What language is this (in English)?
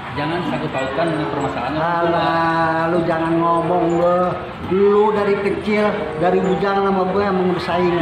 Betawi